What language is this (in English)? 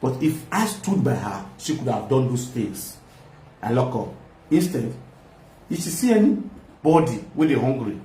Nigerian Pidgin